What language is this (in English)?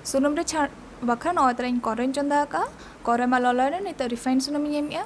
Santali